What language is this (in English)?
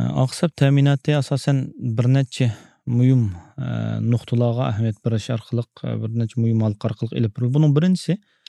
Uyghur